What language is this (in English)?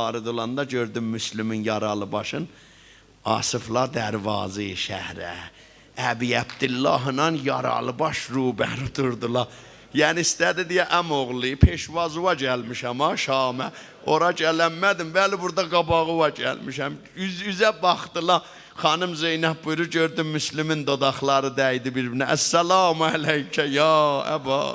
South Azerbaijani